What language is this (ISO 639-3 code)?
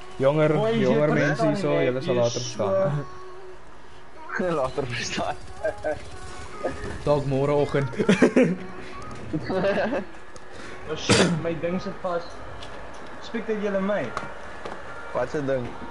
afr